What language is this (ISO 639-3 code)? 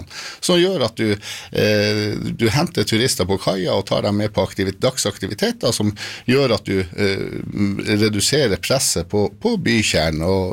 nor